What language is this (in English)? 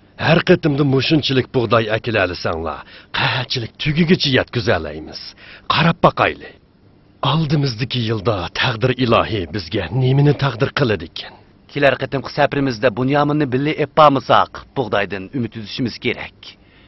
Uyghur